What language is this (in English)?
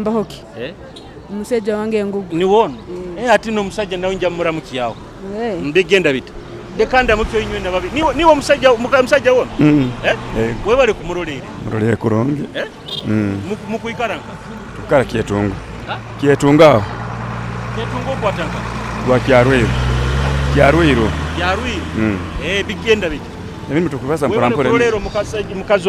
Nyoro